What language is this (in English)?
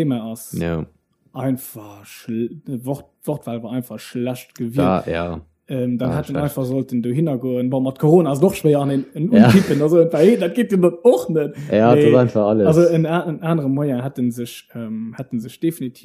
Luxembourgish